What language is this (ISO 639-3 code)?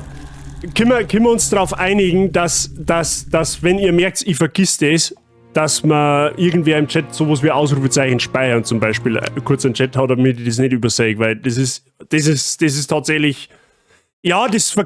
bar